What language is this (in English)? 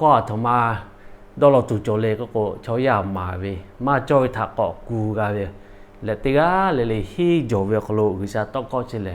Lahu